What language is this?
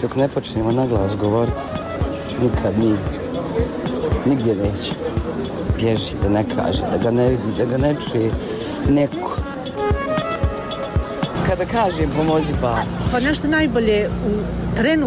Bosnian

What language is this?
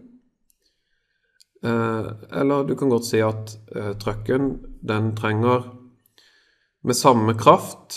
Norwegian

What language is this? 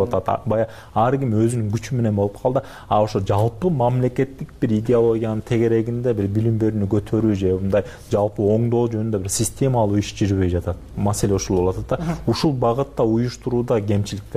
Kyrgyz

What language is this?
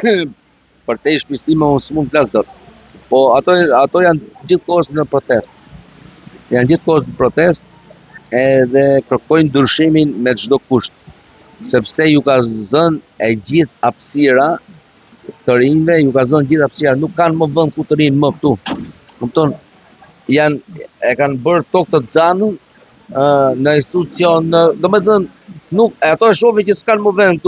Albanian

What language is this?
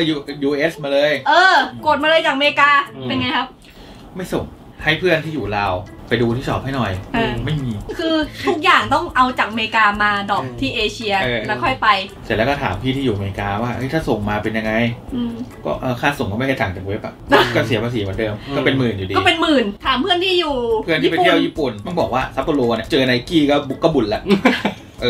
Thai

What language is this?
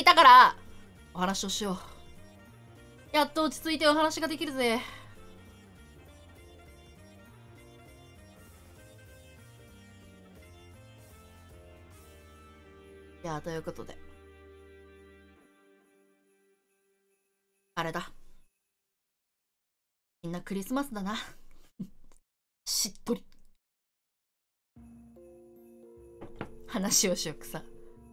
Japanese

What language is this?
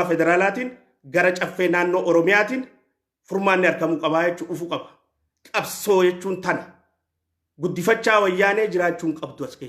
Oromo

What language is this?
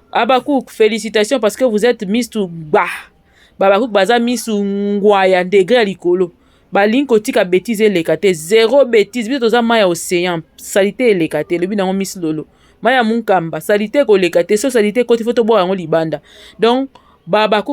Lingala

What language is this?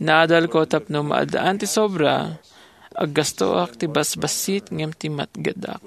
Iloko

